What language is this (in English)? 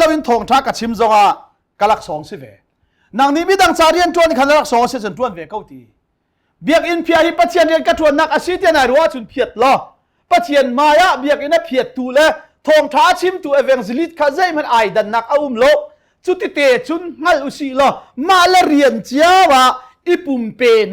Hakha Chin